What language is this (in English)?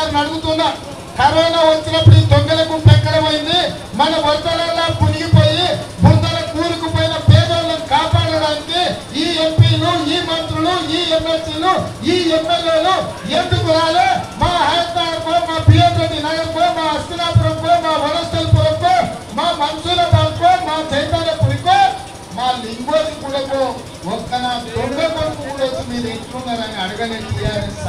Telugu